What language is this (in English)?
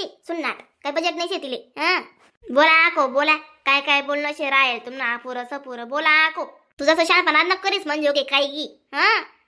Khandesi